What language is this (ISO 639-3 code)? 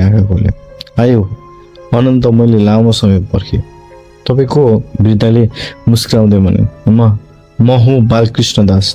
nep